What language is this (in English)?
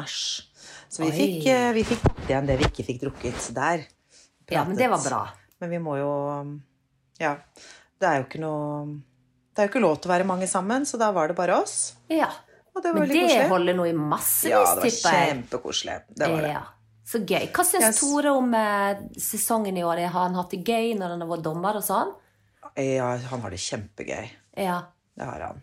Norwegian